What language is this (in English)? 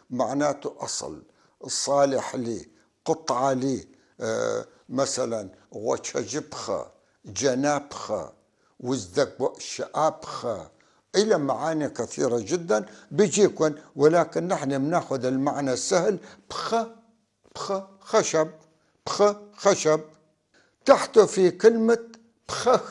North Levantine Arabic